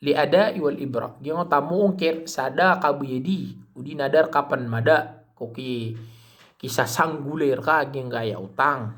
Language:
Maranao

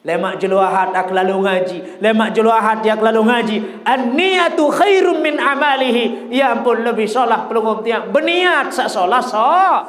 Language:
Sasak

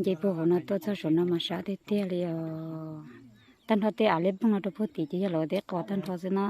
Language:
Hmong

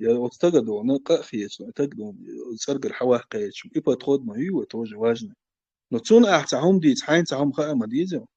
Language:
Chechen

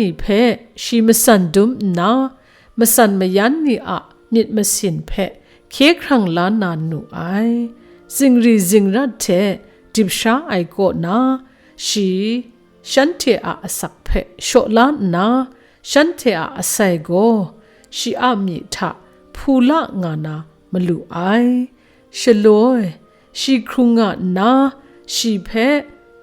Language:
Kachin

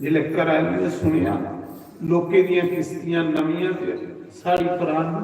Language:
Dogri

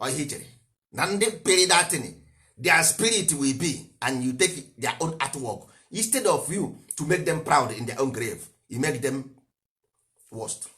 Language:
Igbo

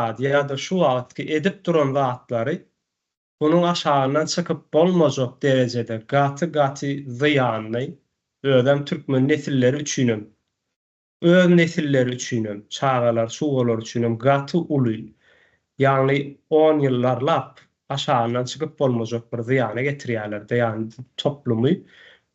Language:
Turkmen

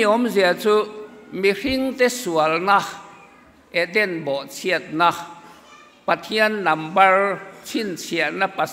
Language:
Mizo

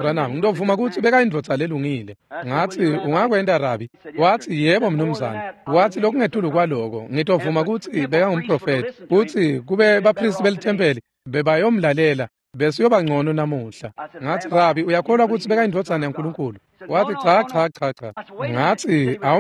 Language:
Swati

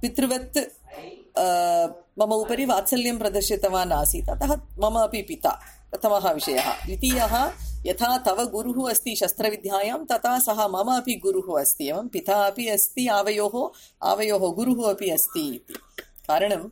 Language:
Sanskrit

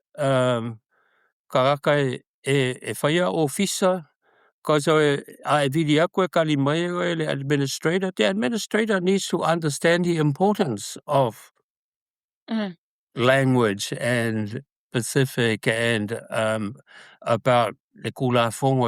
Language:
Samoan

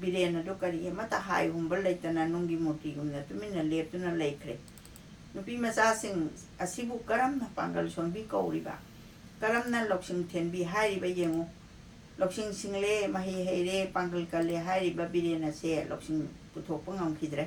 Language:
Manipuri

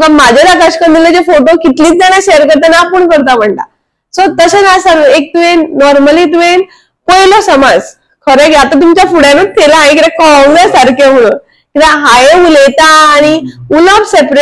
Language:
Konkani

